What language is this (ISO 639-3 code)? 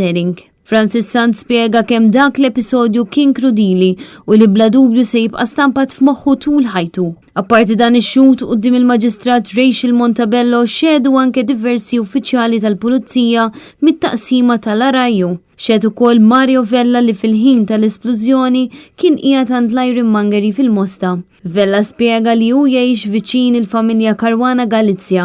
mlt